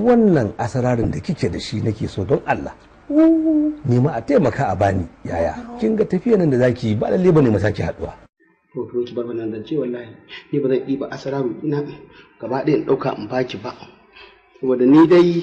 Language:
Hausa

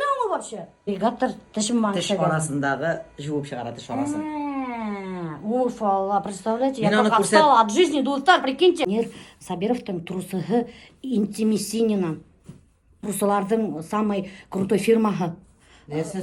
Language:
Bashkir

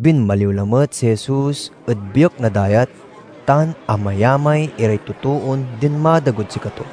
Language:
Pangasinan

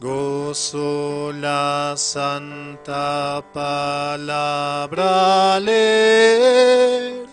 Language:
Aymara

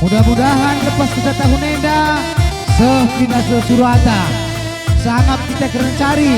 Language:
Batak Karo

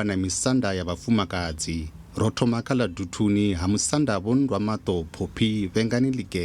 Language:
Venda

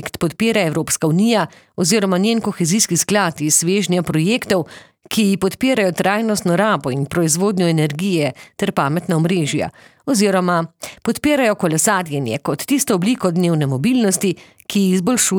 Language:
Slovenian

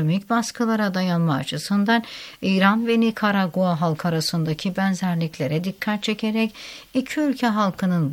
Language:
Turkish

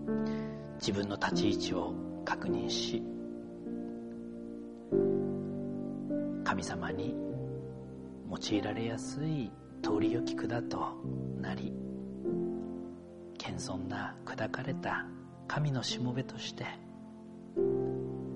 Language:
Japanese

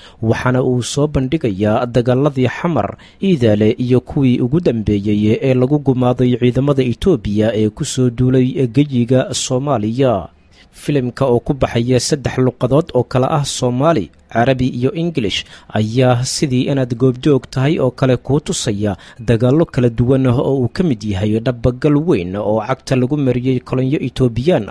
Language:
Somali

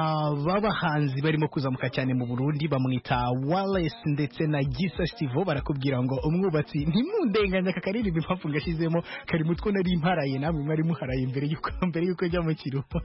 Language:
Kinyarwanda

